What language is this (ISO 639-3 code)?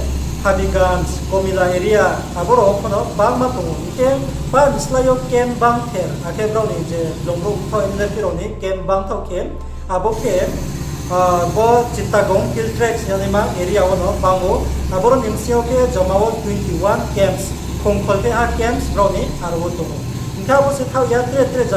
ria